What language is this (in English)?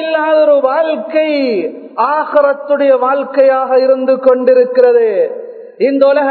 Tamil